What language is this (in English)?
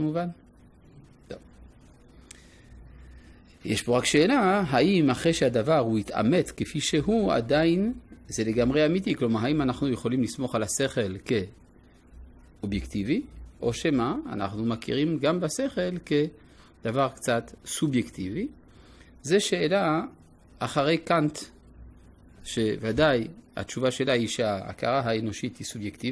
Hebrew